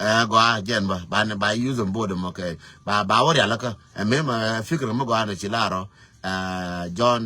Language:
Nuer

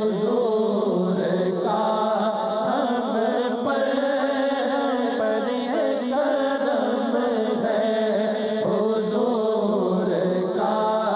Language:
Urdu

